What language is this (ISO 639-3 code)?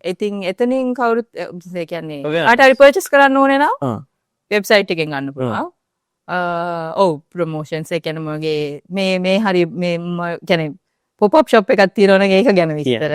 sin